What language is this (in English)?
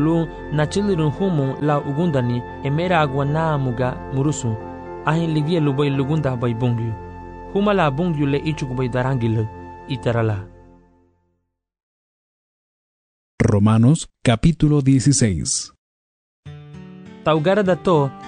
Garifuna